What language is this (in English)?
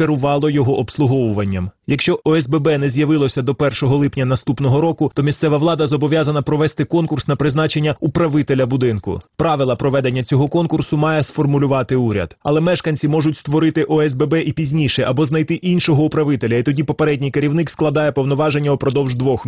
Ukrainian